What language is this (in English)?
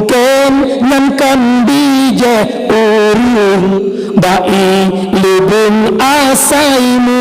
Achinese